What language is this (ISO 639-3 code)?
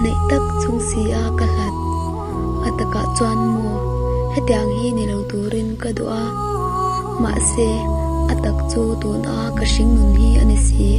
lus